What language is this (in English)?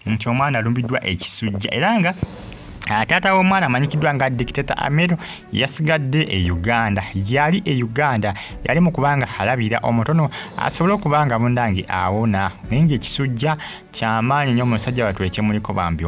Ganda